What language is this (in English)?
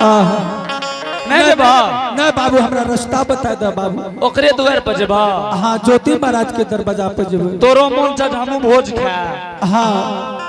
Angika